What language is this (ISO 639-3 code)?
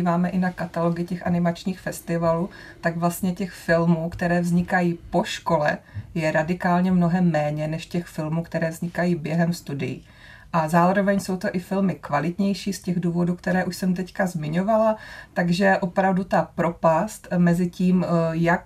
ces